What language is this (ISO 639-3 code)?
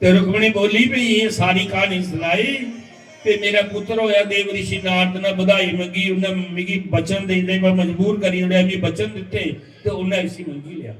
doi